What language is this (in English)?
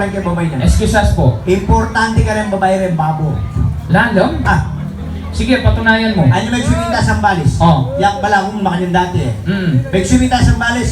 Pampanga